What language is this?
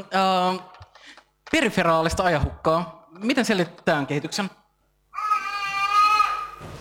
Finnish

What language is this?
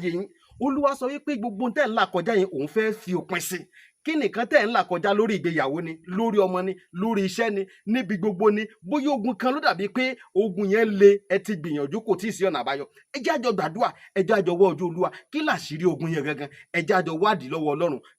Yoruba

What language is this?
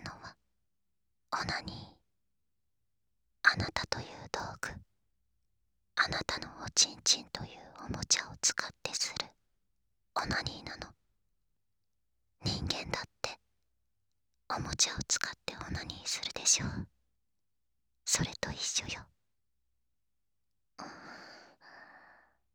Japanese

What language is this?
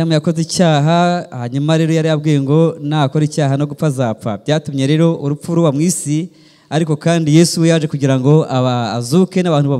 Kinyarwanda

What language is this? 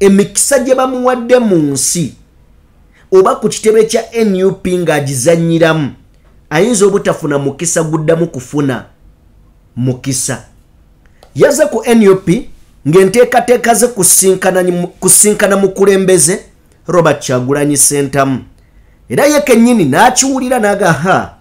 Ganda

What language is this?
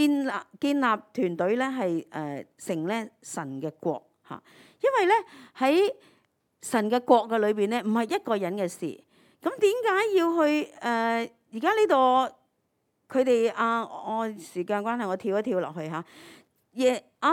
Cantonese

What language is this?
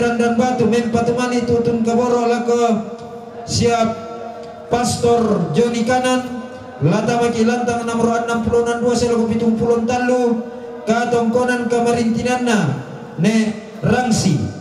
Toraja-Sa'dan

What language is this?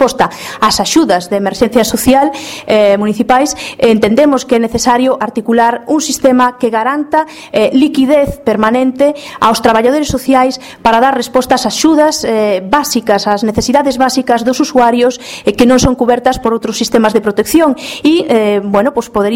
Galician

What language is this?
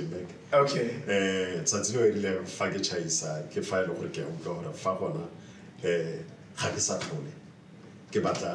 Tswana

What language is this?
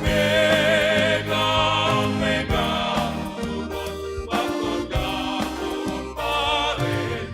Batak Simalungun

